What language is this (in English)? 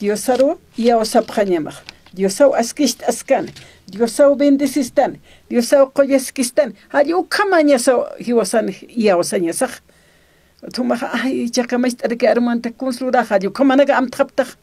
Aymara